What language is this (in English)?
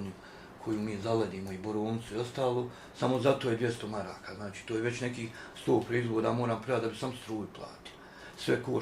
Bosnian